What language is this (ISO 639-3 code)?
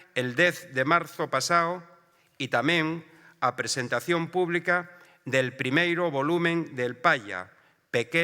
ast